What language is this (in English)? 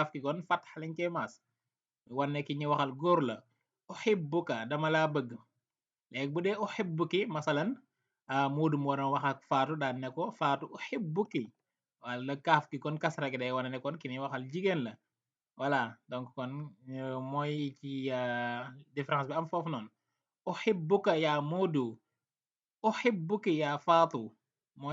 Wolof